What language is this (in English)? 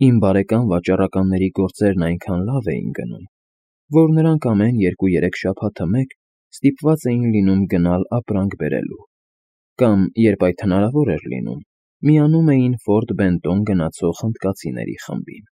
Armenian